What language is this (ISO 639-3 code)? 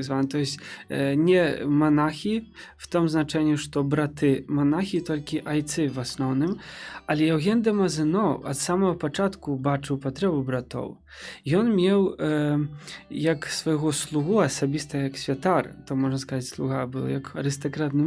bel